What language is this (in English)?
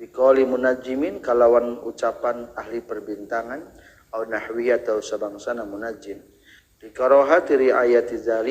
Sundanese